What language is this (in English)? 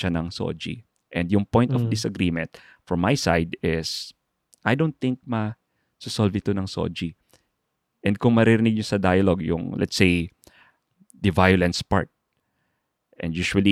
Filipino